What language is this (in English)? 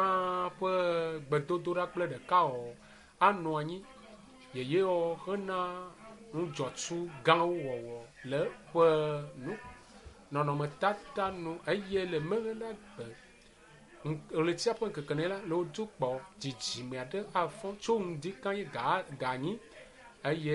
Ewe